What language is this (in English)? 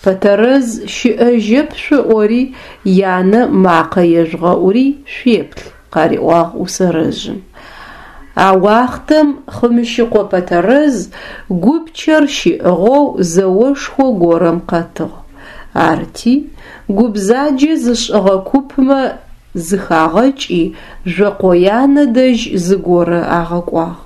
Adyghe